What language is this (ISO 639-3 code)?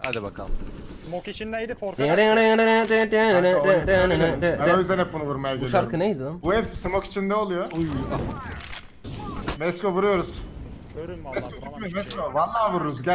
tur